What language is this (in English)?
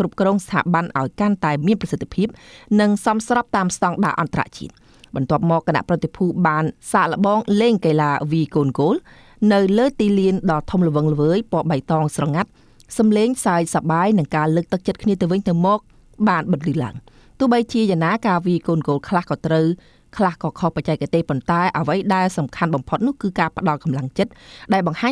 Khmer